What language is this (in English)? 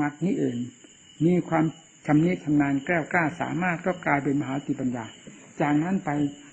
Thai